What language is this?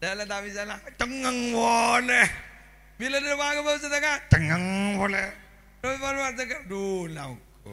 Madurese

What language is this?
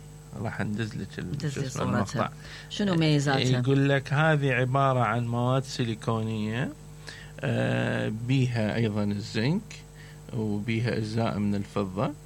Mesopotamian Arabic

